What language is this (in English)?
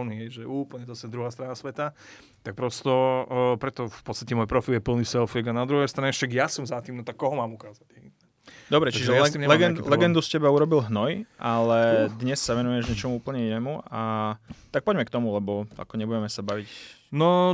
Slovak